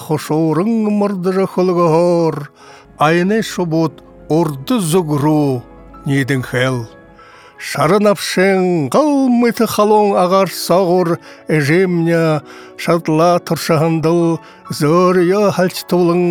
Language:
Buriat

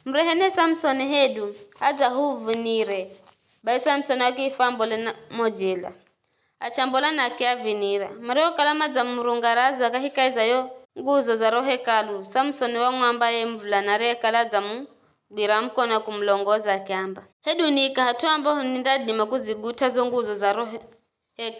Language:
Giryama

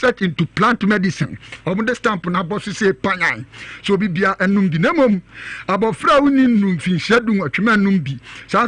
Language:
Akan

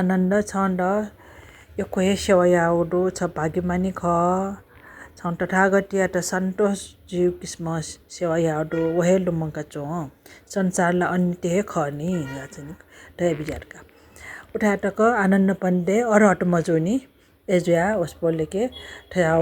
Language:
Newari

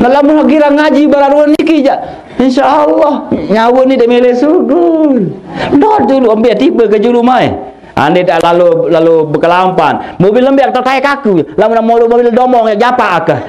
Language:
Sasak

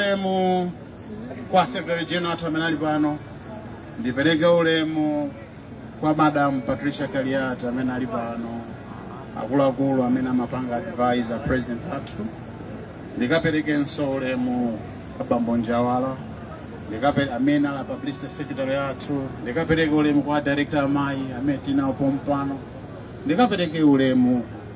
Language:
Nyanja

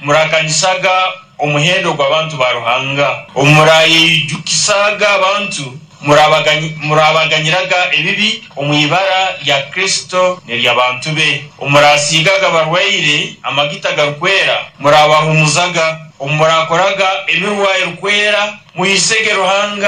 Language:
Nyoro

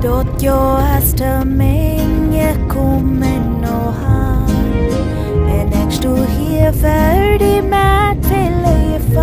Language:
Plautdietsch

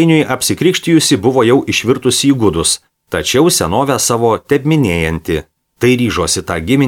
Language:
Lithuanian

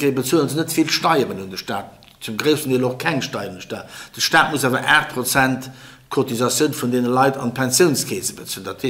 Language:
Luxembourgish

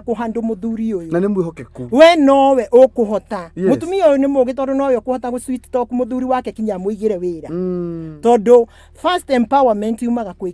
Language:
Kikuyu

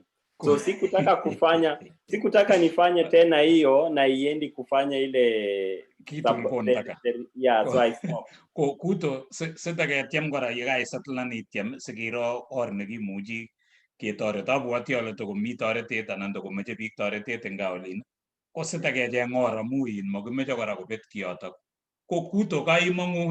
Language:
Kalenjin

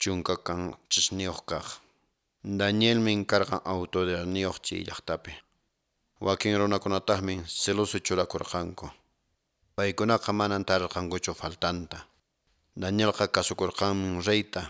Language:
Quechua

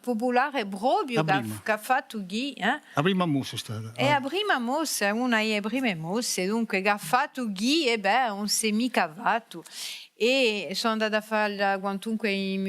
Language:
Corsican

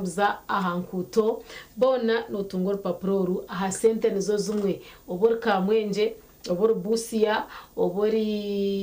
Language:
Nyankole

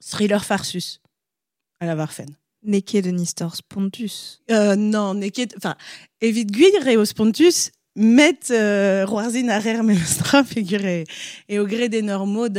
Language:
Breton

